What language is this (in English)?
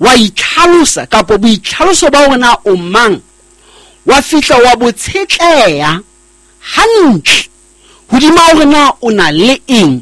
Southern Sotho